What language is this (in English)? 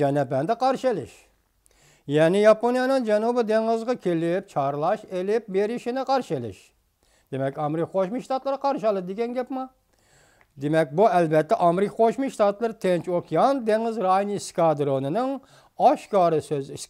Uyghur